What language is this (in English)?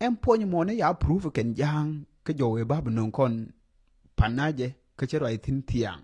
Nuer